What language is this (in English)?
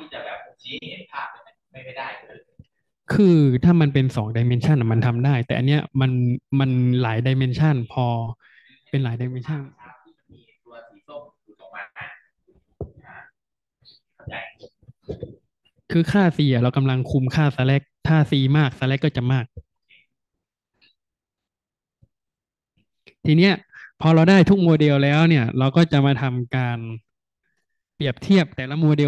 Thai